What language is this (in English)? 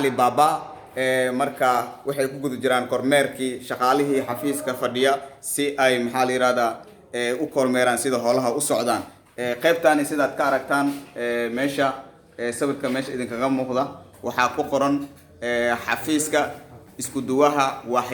Somali